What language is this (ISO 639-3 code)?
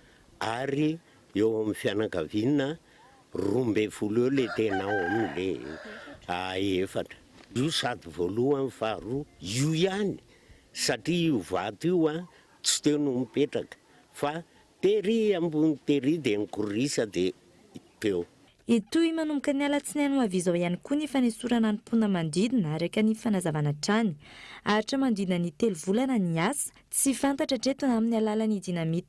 mlg